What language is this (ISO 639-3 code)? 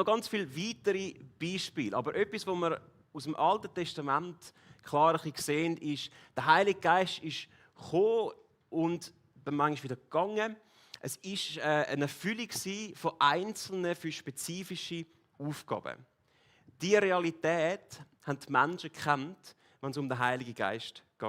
gsw